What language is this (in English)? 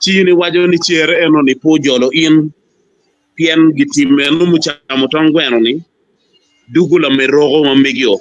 Acoli